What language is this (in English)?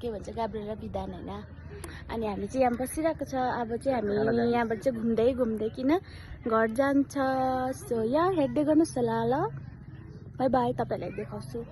Nepali